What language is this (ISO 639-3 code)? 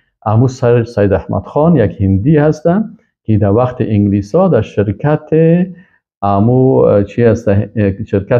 fas